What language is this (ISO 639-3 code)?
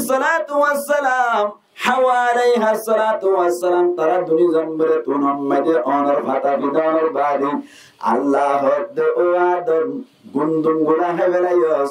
rhg